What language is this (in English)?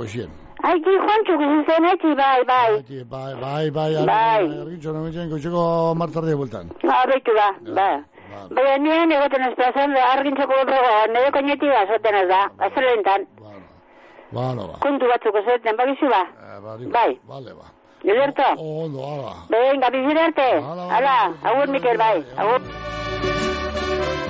Basque